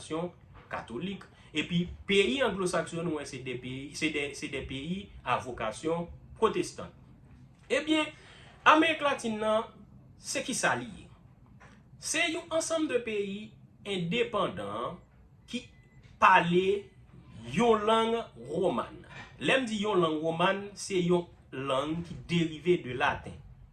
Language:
Haitian Creole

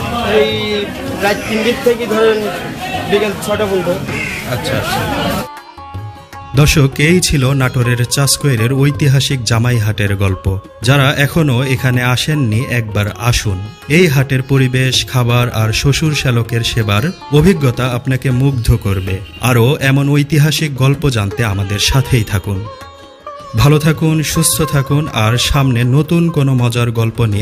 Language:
Bangla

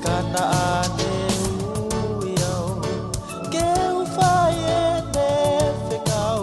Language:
Tongan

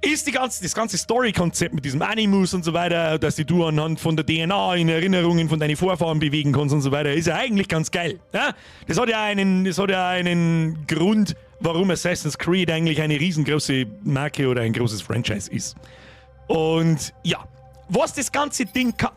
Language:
Bavarian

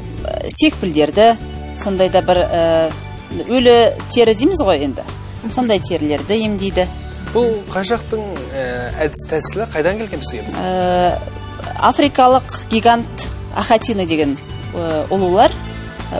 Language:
Kazakh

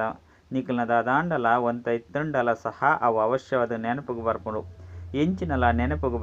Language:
Tulu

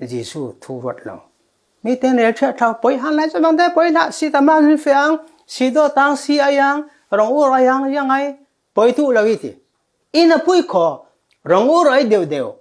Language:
Falam Chin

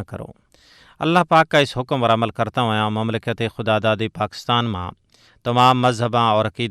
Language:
Gujari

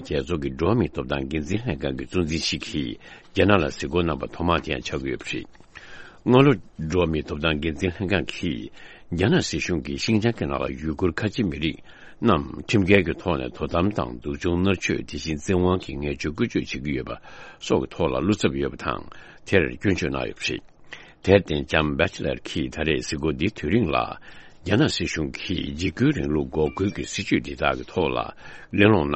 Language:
Tibetan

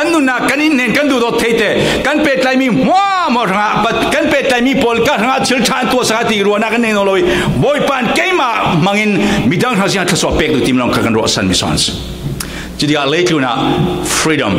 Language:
Falam Chin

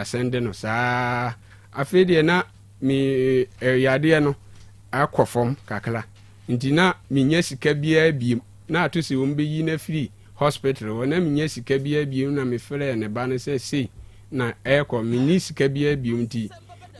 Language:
Akan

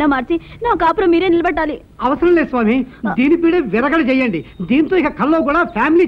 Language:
Telugu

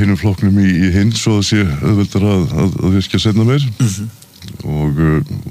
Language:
Icelandic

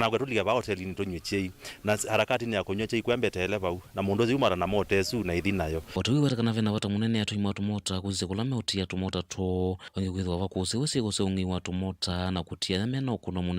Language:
Kamba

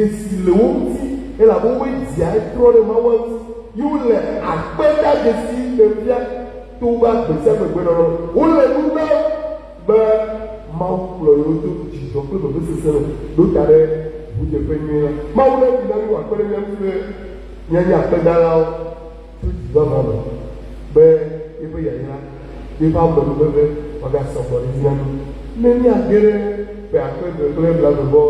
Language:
Ewe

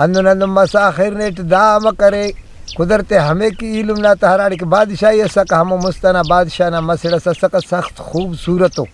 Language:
Brahui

